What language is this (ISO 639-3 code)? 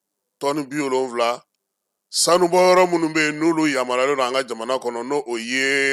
bam